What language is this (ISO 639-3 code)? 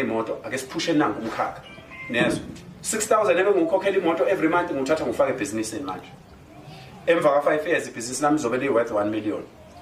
zul